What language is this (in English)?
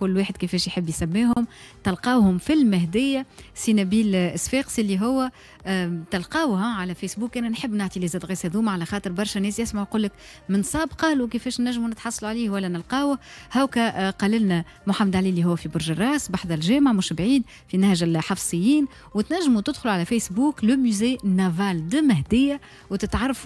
Tunisian Arabic